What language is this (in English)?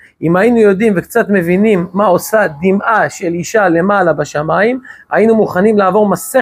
Hebrew